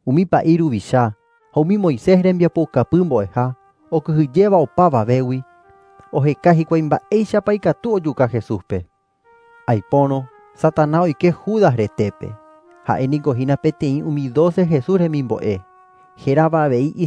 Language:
Guarani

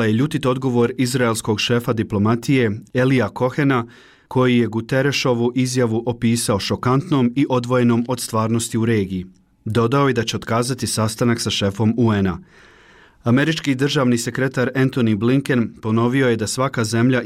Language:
Bosnian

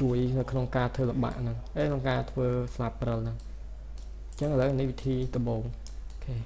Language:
Khmer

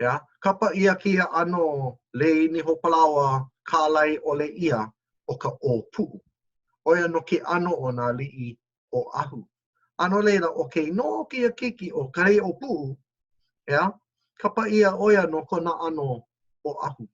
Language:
Hawaiian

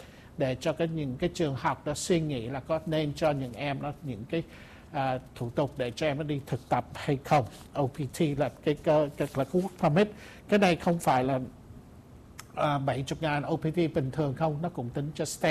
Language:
Vietnamese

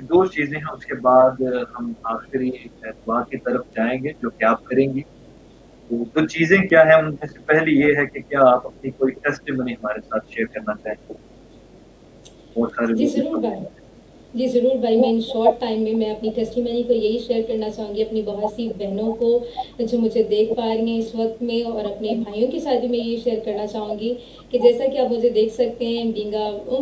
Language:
Urdu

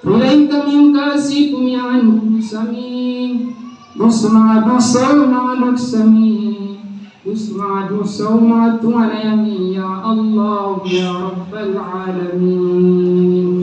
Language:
Maranao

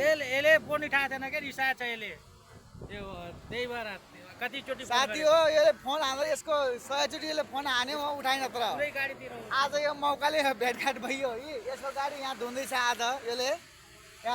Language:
Nepali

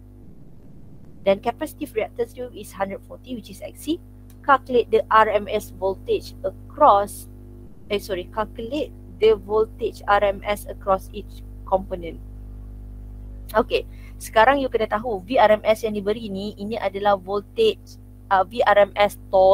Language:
Malay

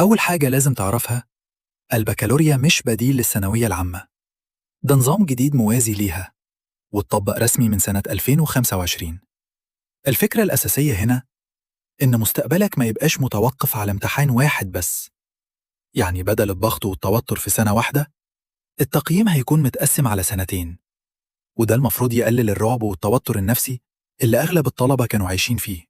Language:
Egyptian Arabic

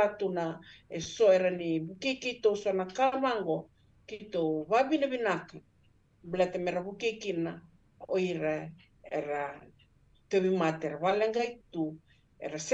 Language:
Fijian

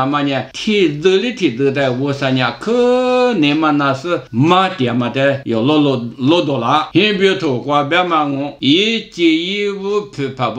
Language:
Lisu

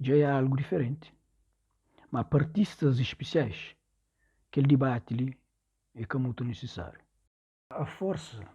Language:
Kabuverdianu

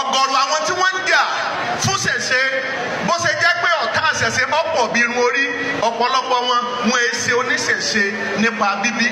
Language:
Yoruba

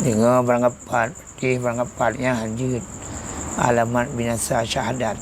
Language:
Achinese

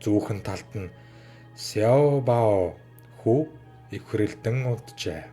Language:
Mongolian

